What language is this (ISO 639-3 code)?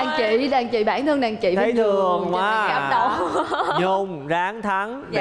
vie